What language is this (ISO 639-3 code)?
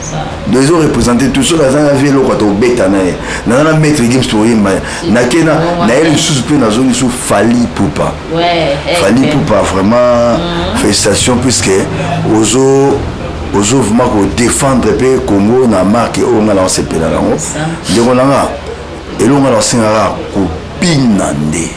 lin